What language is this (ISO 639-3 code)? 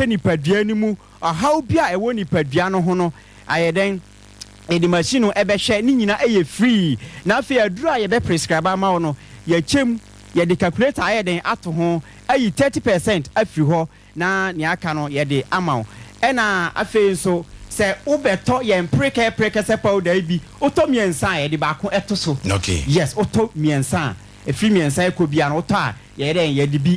aka